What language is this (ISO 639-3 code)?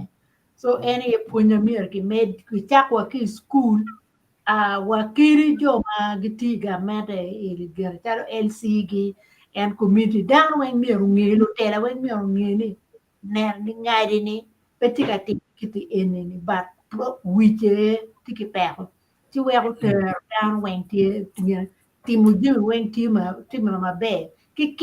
ach